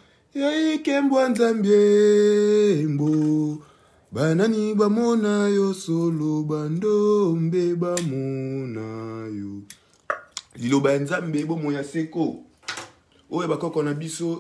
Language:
Lingala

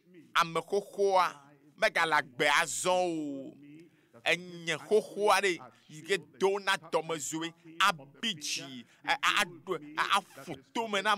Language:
Ewe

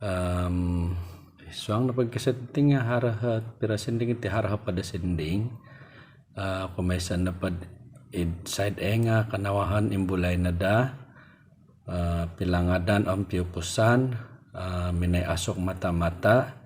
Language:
Central Dusun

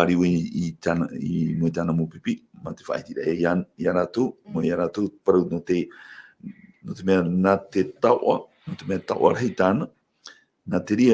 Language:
Tahitian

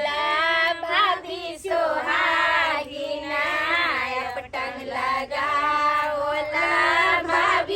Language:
Maithili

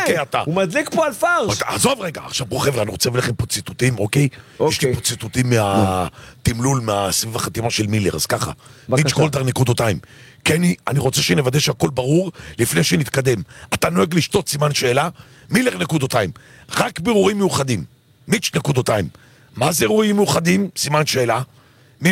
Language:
Hebrew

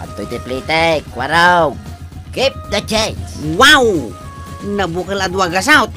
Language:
Iloko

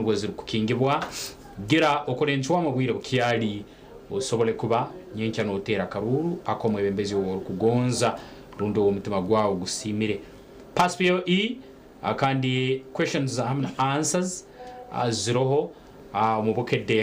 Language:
Nyankole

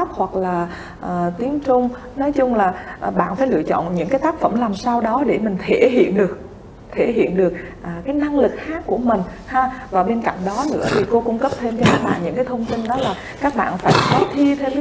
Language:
Vietnamese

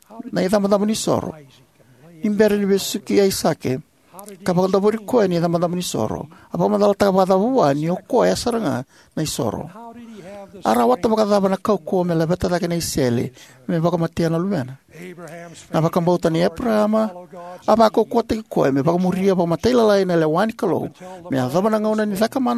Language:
Fijian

